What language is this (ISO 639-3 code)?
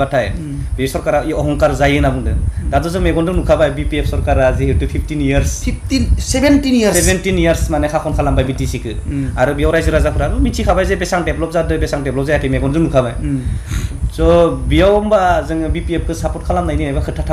brx